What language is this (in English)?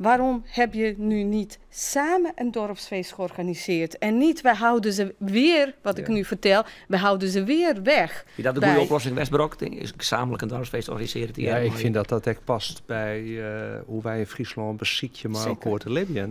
Western Frisian